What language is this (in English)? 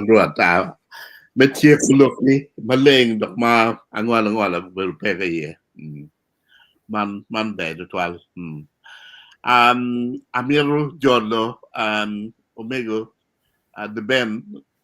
Acoli